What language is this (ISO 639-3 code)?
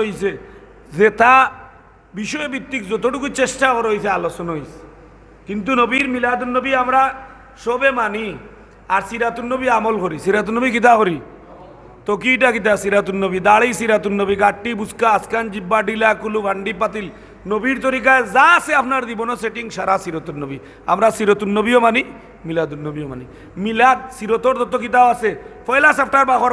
syl